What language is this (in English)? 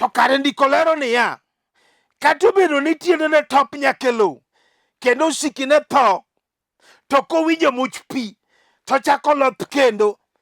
Luo (Kenya and Tanzania)